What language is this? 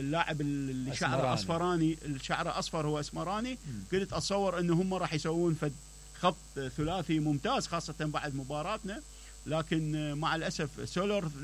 Mesopotamian Arabic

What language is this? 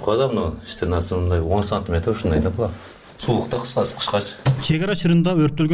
Kyrgyz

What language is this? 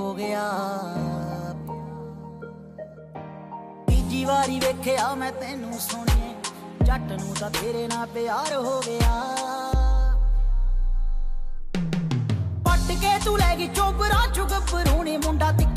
Punjabi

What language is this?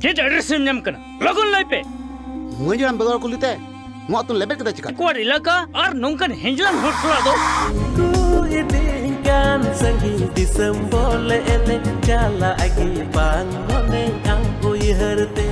Santali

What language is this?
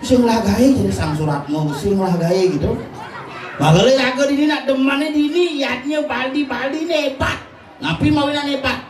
Balinese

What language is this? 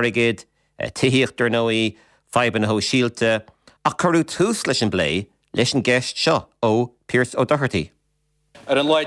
Irish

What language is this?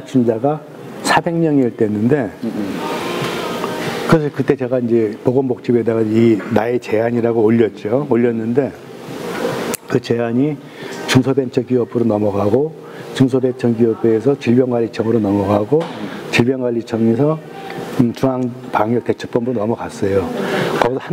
Korean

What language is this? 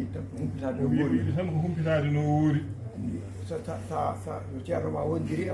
Fula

